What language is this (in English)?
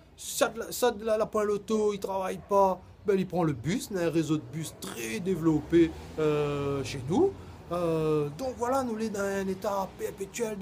Réunion Creole French